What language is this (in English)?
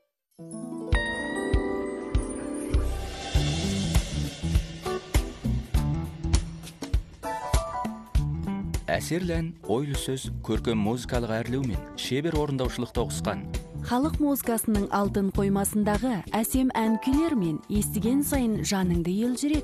Kazakh